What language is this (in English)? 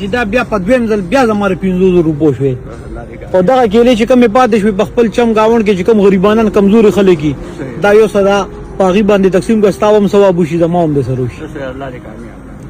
Pashto